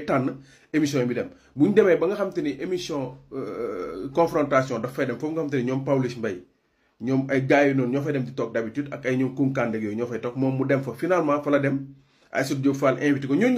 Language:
Wolof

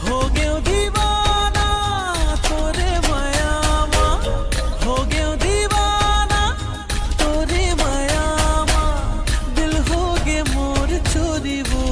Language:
Chhattisgarhi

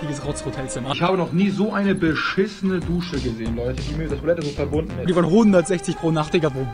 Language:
Swiss German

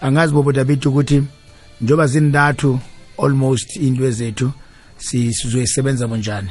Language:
South Ndebele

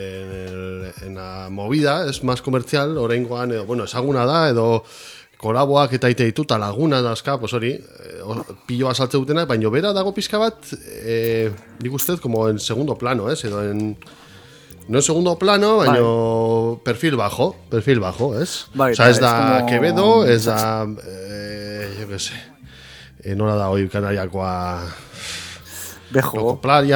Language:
Basque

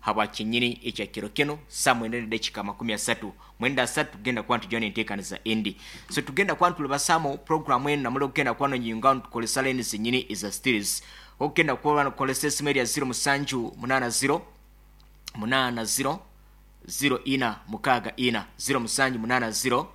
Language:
Nyankole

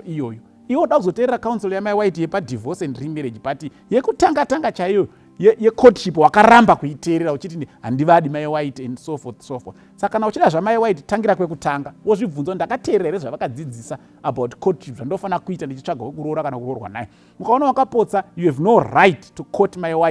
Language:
Shona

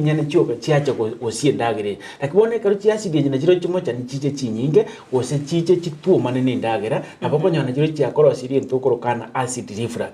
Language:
Gusii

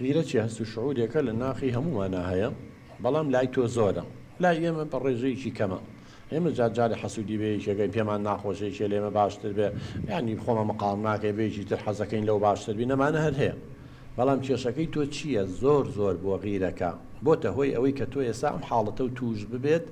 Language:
Central Kurdish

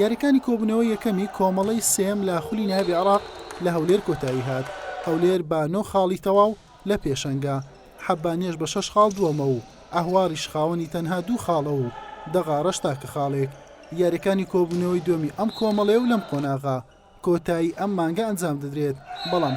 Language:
Central Kurdish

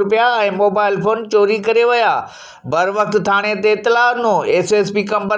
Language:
Sindhi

